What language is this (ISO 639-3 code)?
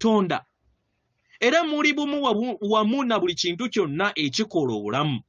lug